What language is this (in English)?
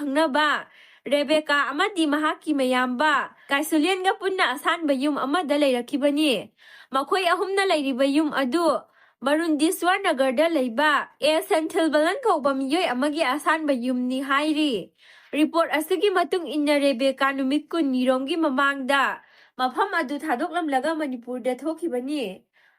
Manipuri